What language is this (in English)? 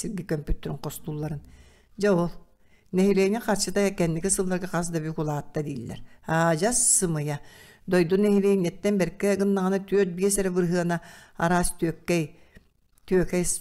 Yakut